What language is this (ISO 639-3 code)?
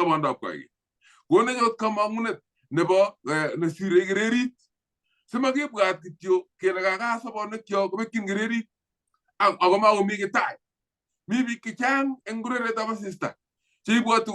kln